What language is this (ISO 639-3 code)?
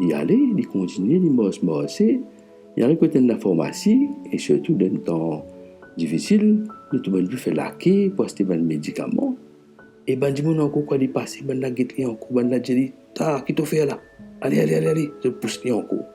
mfe